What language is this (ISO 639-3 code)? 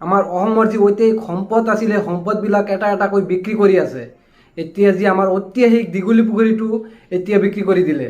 asm